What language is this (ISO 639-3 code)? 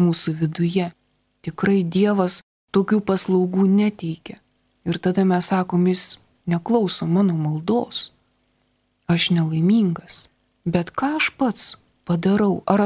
lit